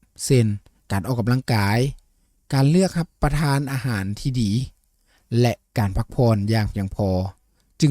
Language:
Lao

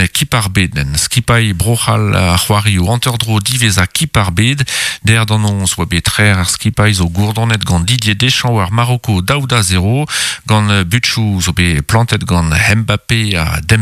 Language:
Breton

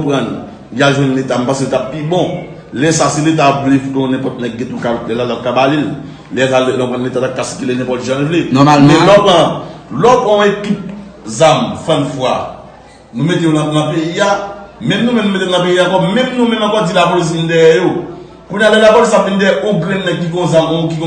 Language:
Haitian Creole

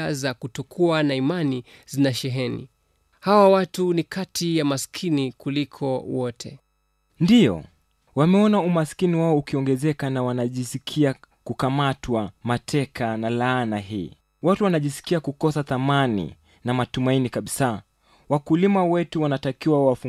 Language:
Swahili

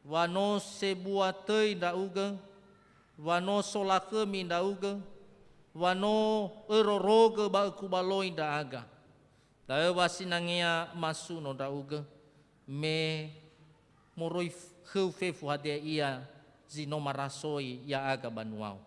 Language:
Nias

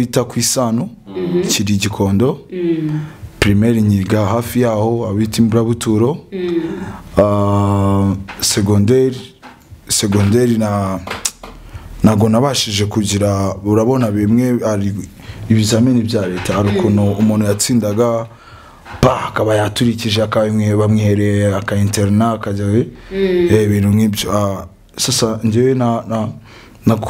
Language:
Kinyarwanda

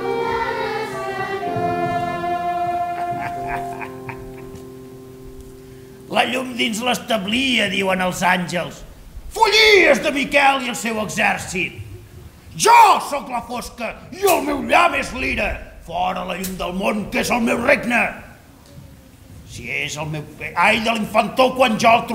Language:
Catalan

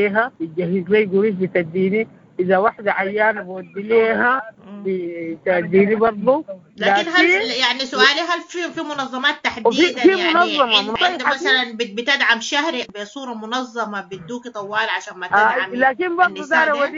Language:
Sudanese Arabic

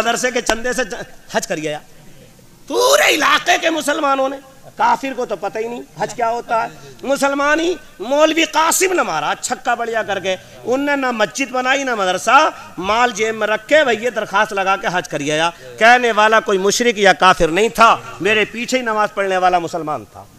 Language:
Urdu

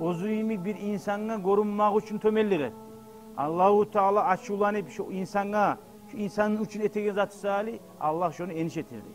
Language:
Kumyk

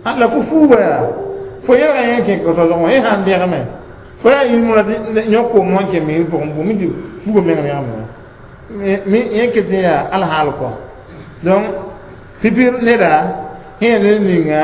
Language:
Mossi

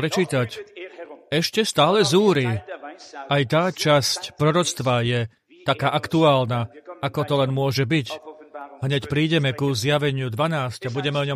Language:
Slovak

